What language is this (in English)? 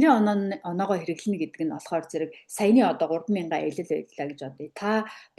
Mongolian